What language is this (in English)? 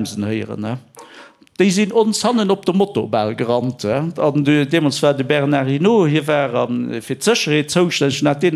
Luxembourgish